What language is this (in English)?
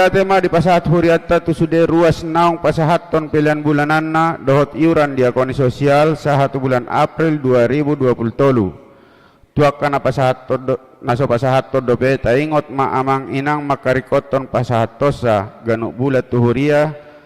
Batak Toba